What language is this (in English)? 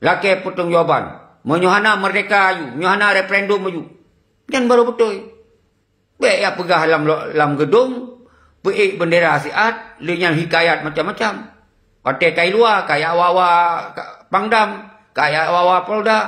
Achinese